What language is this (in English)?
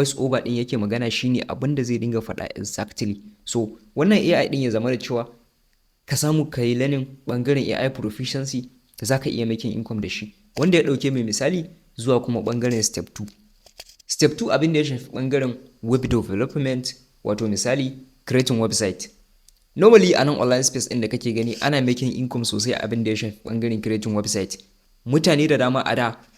Hausa